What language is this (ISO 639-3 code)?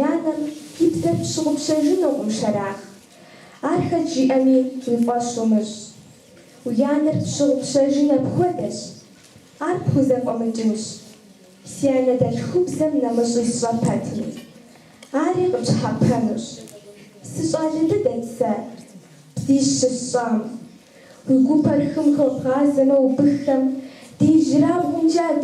kbd